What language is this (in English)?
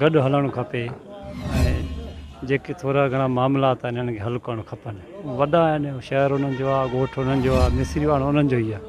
Sindhi